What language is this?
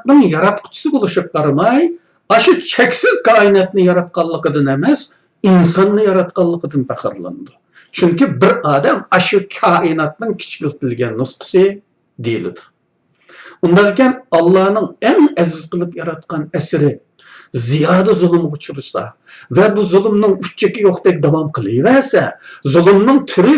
Uyghur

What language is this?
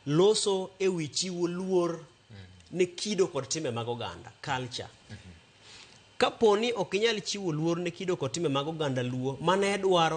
Luo (Kenya and Tanzania)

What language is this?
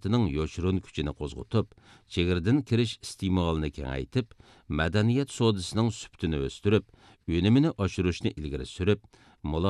Uyghur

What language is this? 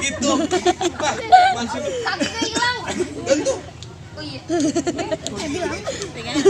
Betawi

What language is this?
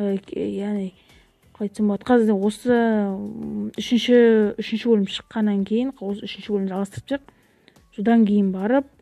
Kazakh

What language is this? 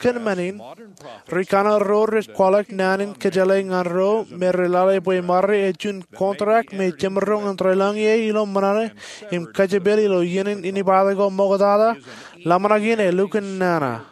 Marshallese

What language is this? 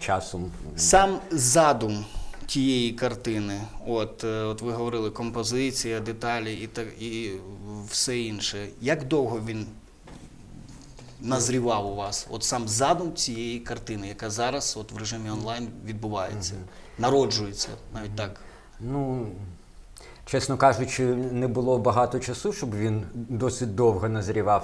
Ukrainian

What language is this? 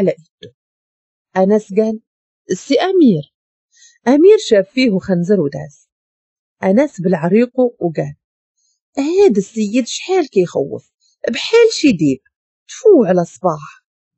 Moroccan Arabic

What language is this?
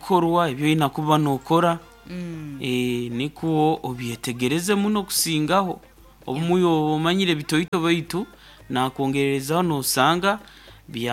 Nyoro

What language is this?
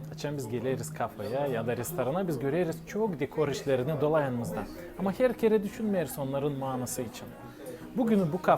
Gagauz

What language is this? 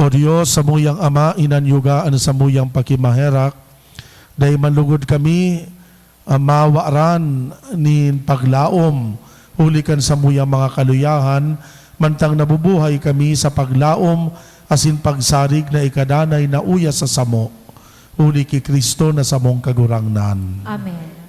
Bikol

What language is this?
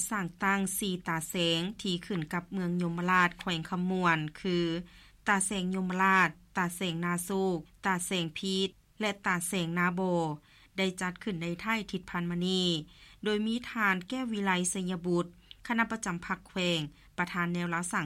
Lao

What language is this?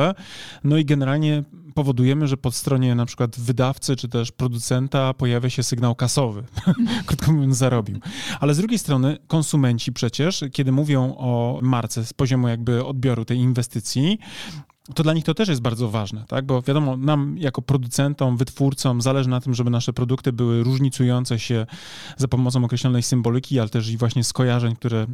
Polish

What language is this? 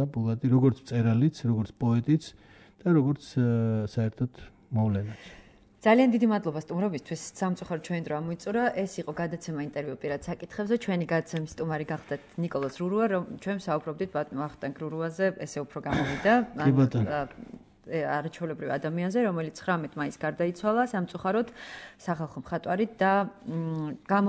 Georgian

